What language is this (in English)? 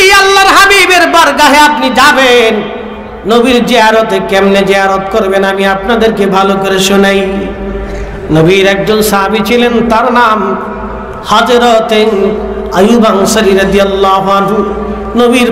Bangla